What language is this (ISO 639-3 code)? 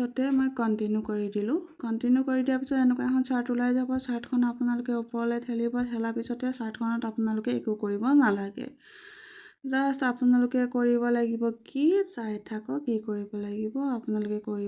asm